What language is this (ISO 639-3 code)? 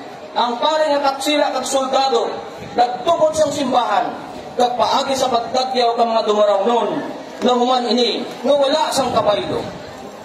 hil